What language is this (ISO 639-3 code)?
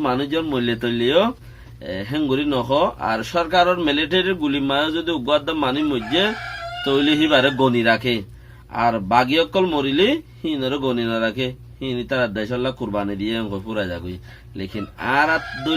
rhg